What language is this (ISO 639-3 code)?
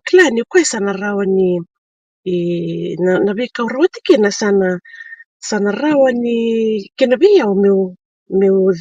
fij